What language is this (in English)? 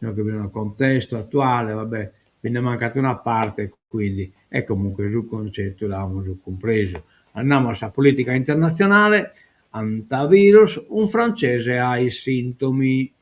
Sardinian